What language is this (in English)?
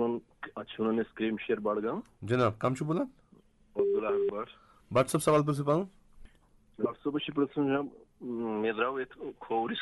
Kashmiri